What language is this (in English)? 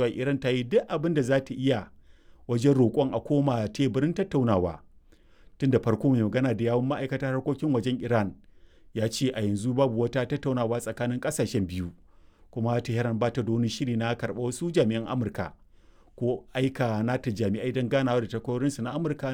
Hausa